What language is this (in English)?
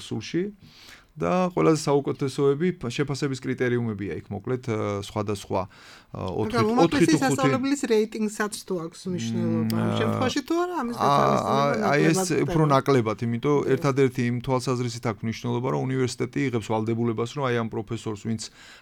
Georgian